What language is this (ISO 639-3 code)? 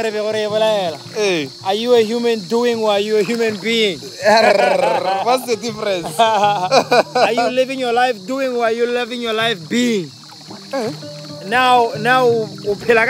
tsn